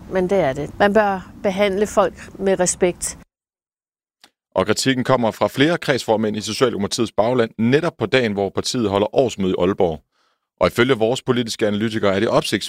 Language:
Danish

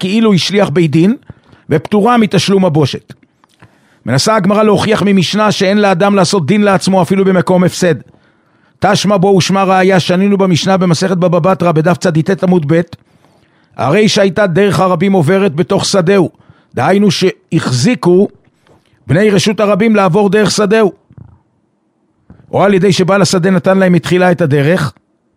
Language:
Hebrew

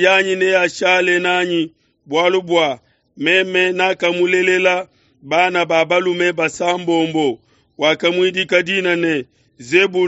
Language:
Luba-Lulua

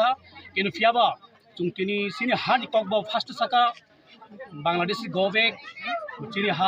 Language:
Kok Borok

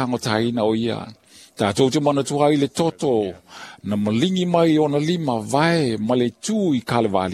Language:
Samoan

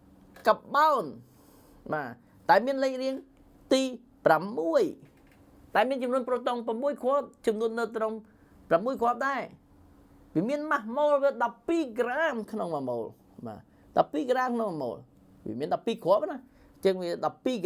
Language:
Khmer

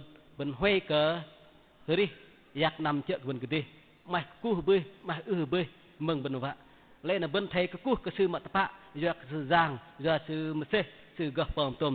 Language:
Bahnar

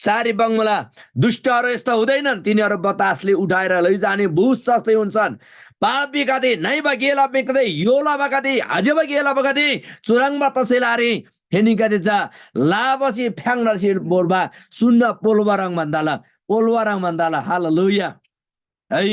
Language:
Eastern Tamang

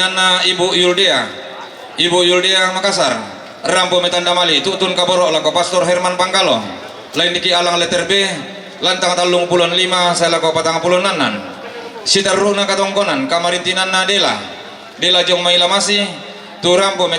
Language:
Toraja-Sa'dan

